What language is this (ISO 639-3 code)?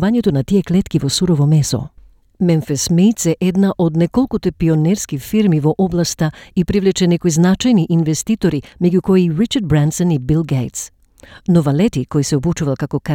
mkd